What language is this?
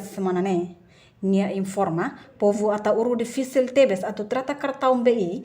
Tetum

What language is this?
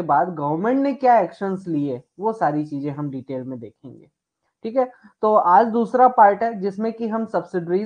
Hindi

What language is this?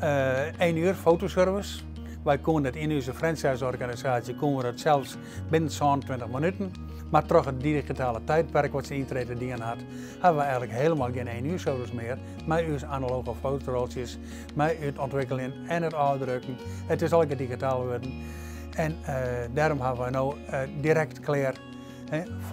Western Frisian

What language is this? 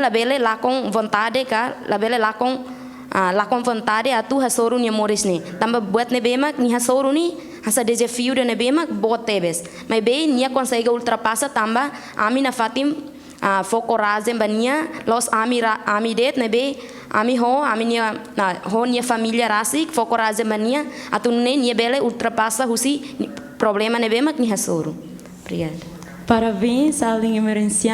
Tetum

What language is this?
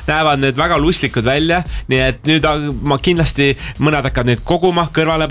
Estonian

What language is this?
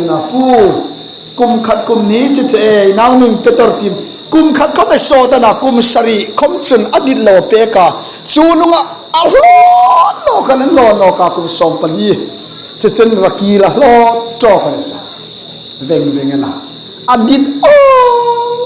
Hmar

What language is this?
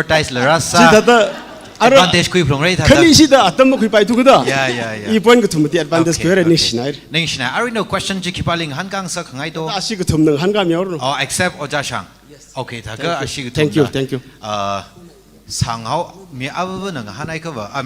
Tangkhul Naga (India)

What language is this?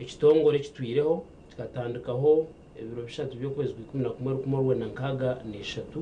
Nyankole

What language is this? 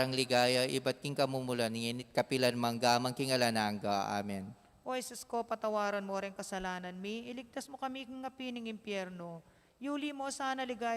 Pampanga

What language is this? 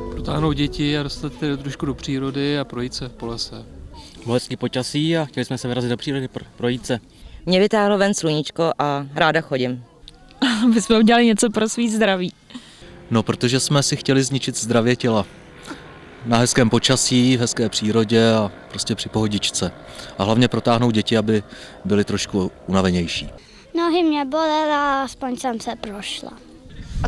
Czech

